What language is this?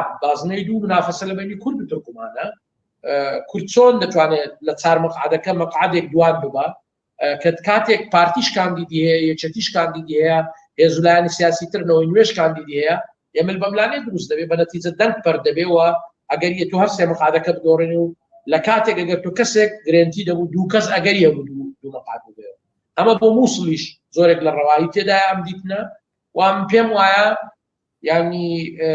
Central Kurdish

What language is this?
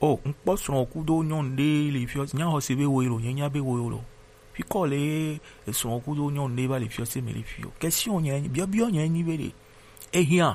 Gen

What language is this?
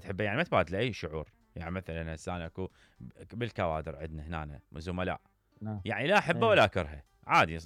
Mesopotamian Arabic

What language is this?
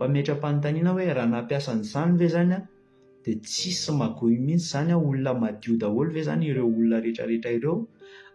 Malagasy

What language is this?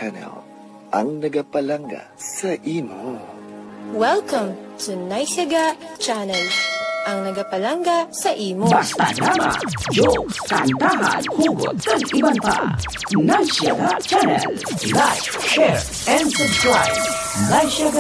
Hiligaynon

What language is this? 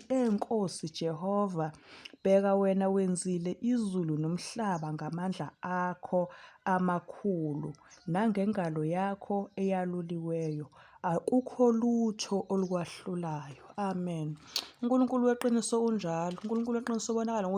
Zulu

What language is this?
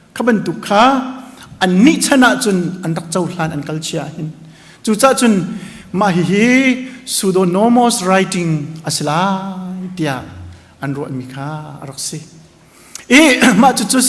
Hakha Chin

